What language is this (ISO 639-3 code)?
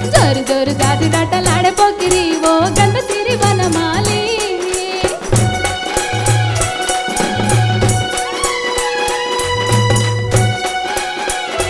tel